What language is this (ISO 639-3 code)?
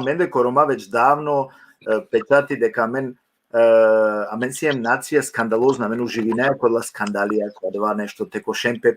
rmn